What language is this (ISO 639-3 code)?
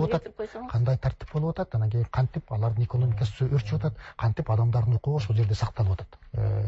kir